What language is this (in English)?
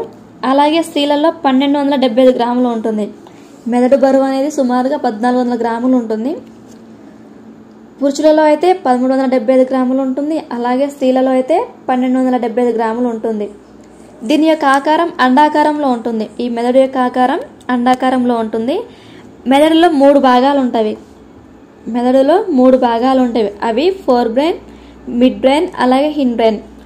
Telugu